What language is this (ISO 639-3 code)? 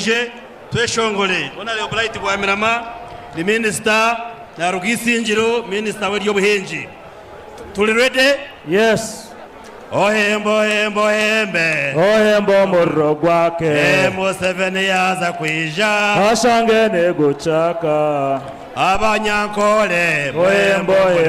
nyn